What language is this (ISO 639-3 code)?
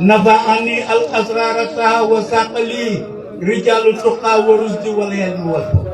wol